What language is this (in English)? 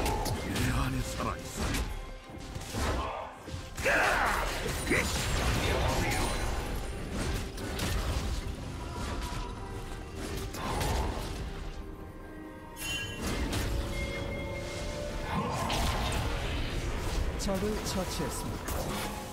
Korean